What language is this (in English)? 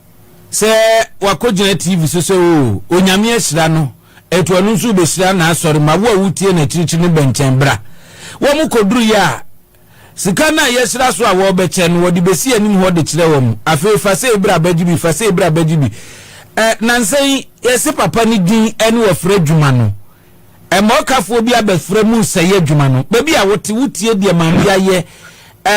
Akan